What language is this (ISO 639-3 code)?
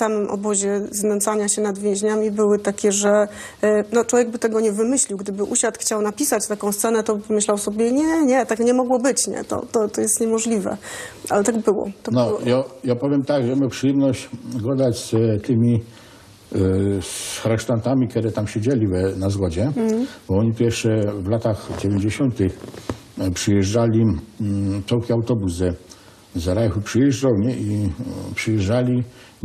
szl